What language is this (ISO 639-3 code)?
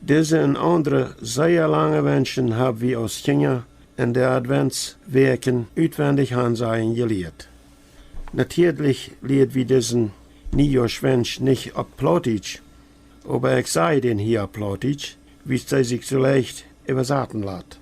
pdt